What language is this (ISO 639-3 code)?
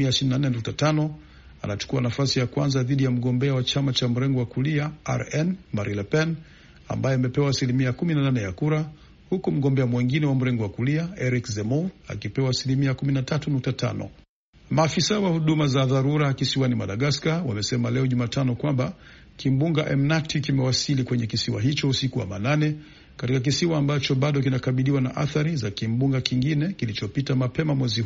swa